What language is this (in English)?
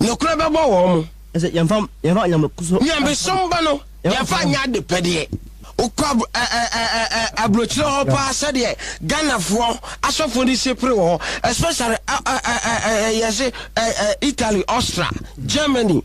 Akan